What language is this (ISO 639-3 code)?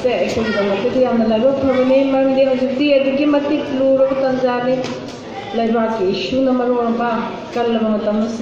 mni